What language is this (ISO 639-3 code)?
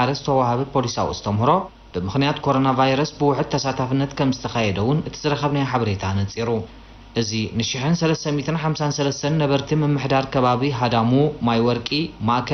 tir